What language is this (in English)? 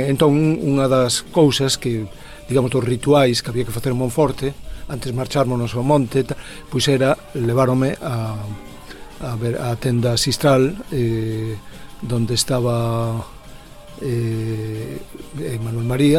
Galician